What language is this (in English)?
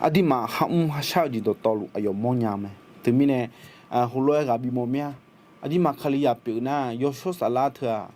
Akha